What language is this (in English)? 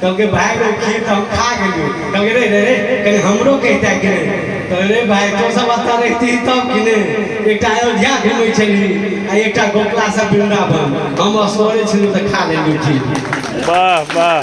Maithili